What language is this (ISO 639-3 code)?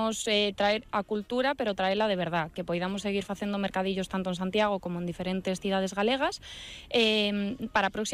glg